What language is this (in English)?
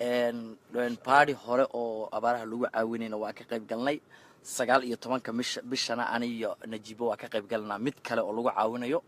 Somali